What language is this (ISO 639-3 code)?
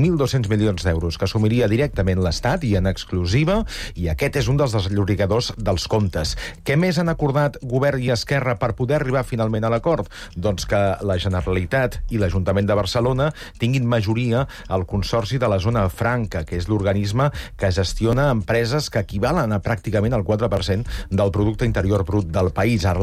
cat